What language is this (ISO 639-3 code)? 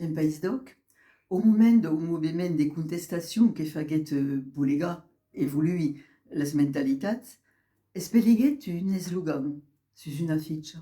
oci